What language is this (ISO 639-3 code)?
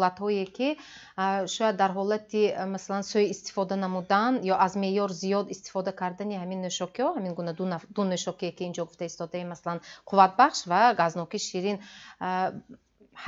tgk